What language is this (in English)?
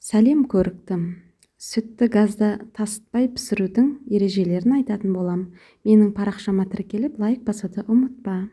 Kazakh